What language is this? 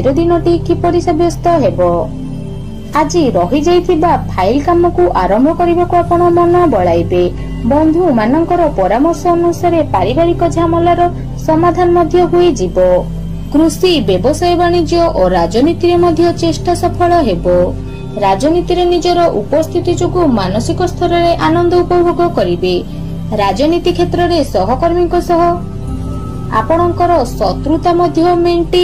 Odia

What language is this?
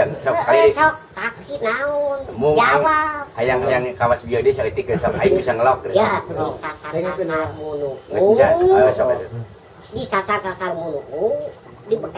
Sundanese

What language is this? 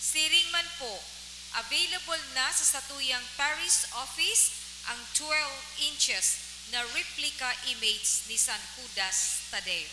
Bikol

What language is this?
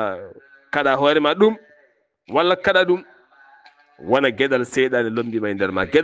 Fula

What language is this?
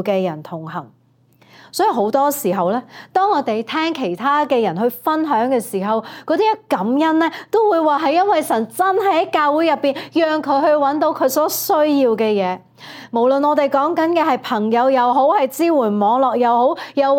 Cantonese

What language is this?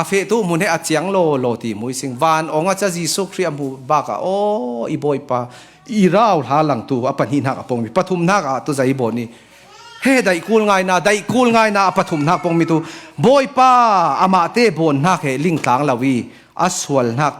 Falam Chin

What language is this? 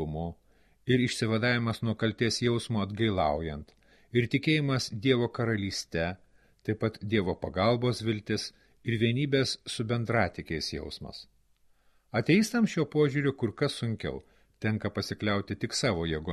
Lithuanian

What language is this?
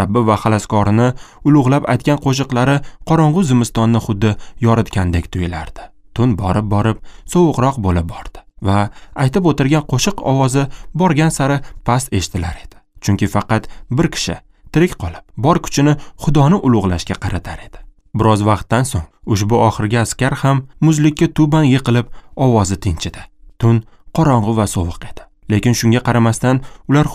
Uzbek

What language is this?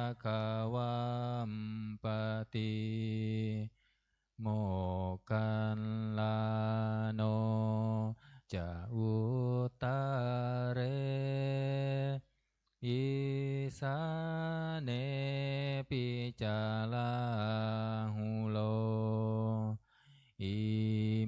Pali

